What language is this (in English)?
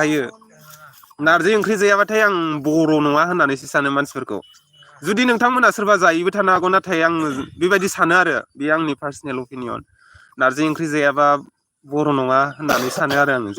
Bodo